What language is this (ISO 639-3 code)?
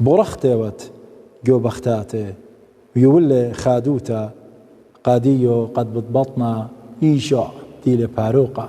aii